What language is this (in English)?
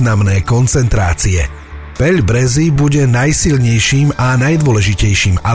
Slovak